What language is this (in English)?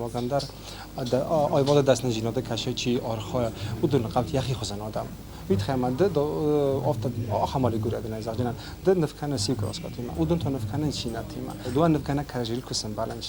Ossetic